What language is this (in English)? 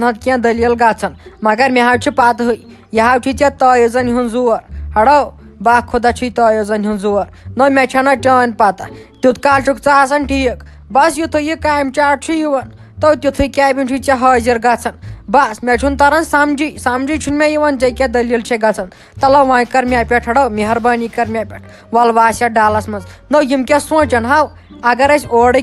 Kashmiri